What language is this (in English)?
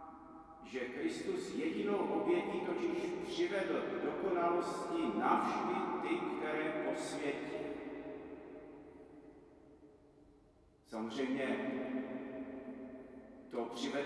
Czech